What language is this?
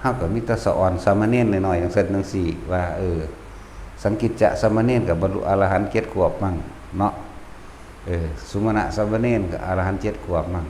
Northeastern Thai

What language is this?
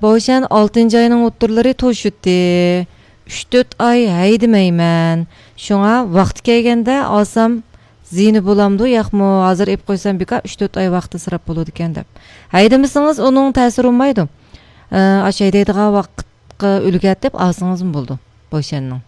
Uyghur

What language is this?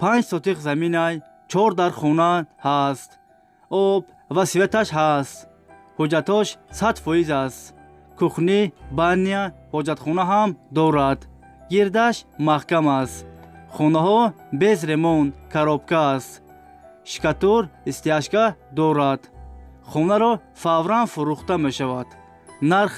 Tajik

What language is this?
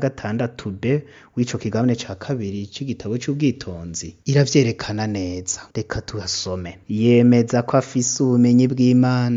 Rundi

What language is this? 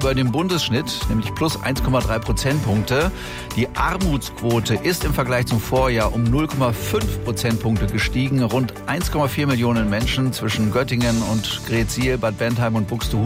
German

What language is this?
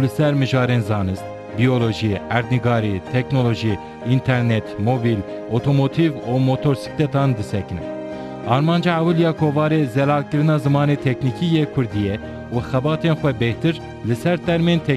Kurdish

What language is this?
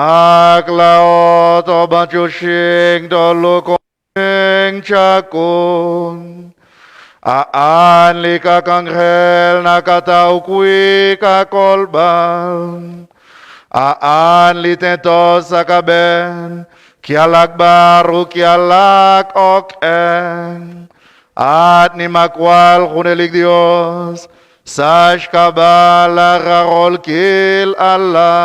Kekchí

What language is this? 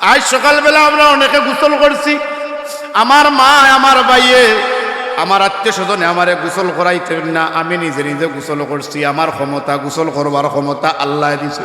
Sylheti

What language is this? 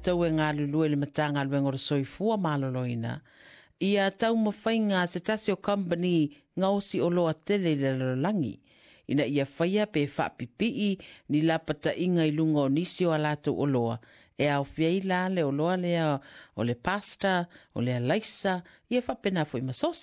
Samoan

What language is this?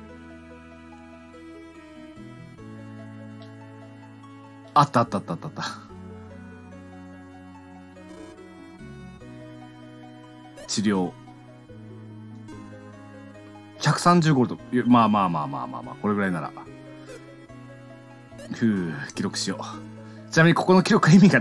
Japanese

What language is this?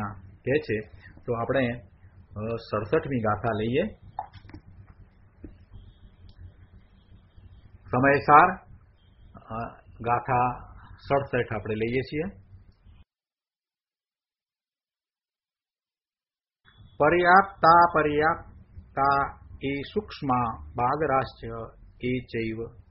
Gujarati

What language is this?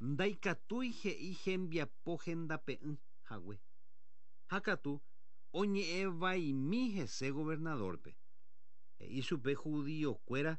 Guarani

